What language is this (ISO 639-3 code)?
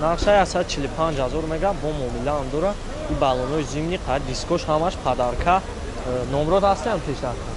tgk